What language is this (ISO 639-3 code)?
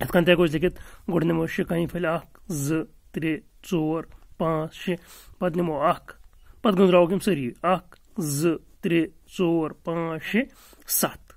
kas